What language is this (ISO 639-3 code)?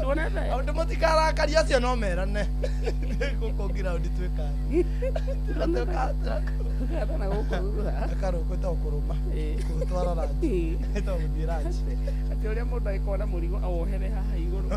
kik